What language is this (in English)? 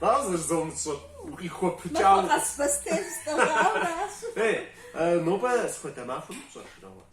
Kabardian